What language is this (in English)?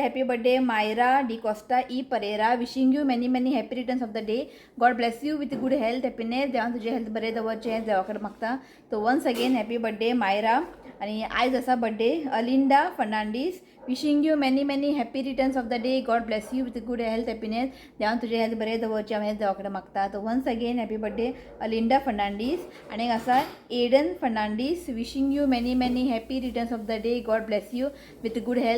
Konkani